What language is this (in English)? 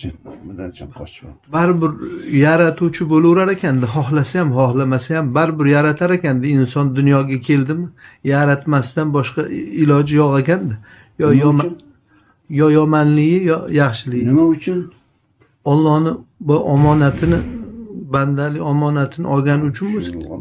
Uzbek